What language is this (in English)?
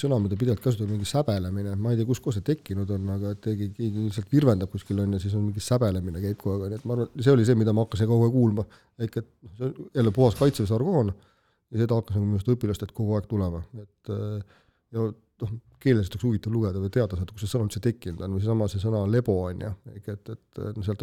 Estonian